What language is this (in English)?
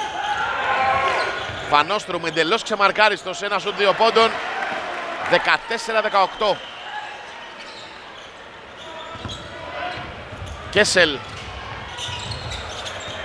Greek